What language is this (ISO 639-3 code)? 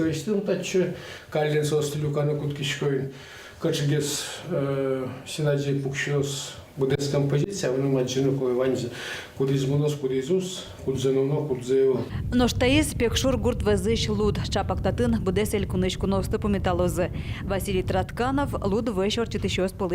udm